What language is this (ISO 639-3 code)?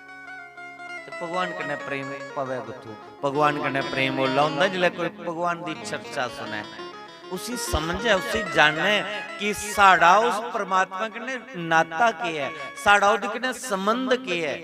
doi